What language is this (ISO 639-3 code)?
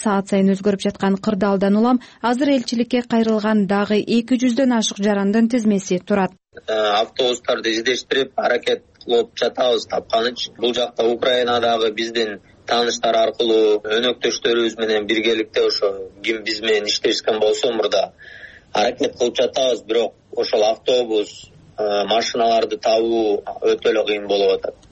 kir